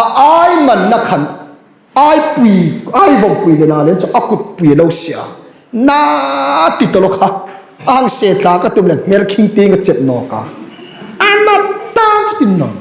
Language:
Hmar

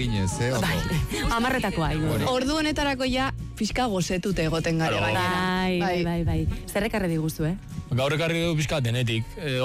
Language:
Basque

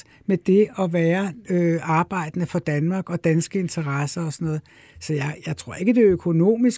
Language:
Danish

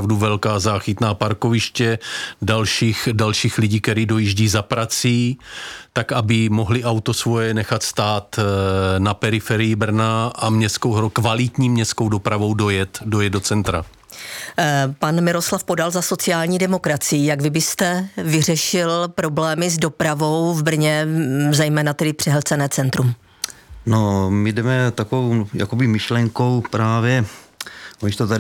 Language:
Czech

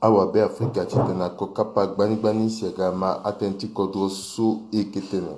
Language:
Sango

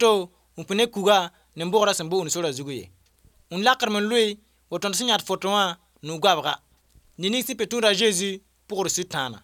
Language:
Mossi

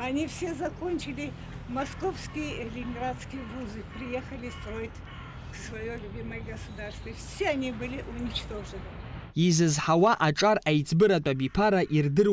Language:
Abkhazian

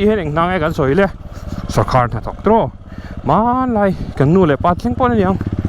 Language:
Mizo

